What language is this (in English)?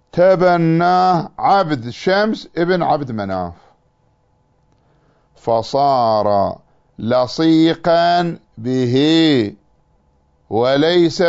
Arabic